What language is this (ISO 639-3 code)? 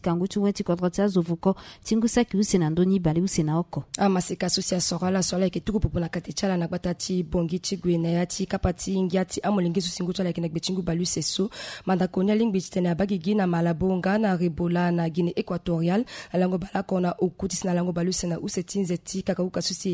sag